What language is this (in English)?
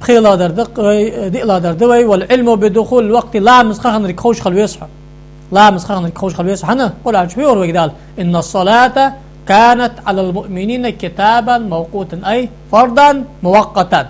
Ingush